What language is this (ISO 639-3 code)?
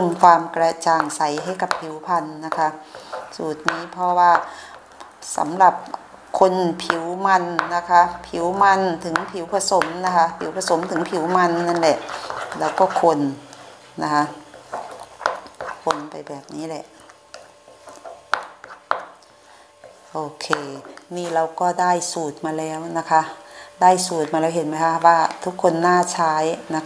tha